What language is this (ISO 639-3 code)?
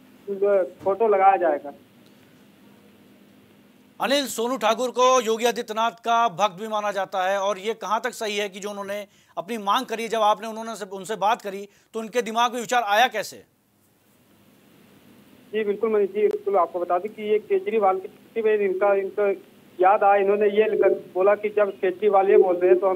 hin